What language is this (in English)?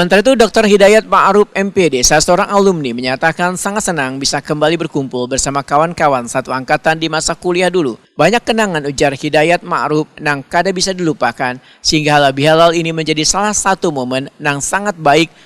Banjar